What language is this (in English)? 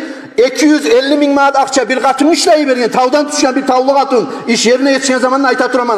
Kumyk